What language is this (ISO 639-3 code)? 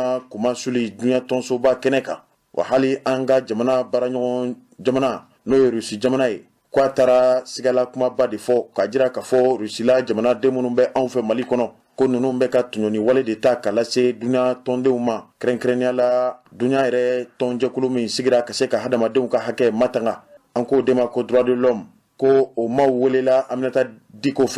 bam